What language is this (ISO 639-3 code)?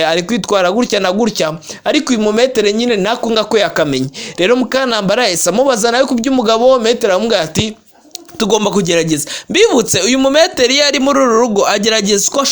kin